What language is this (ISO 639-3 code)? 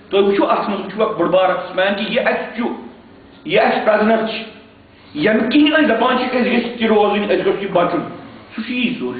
kas